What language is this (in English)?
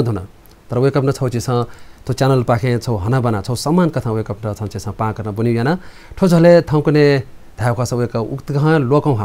Newari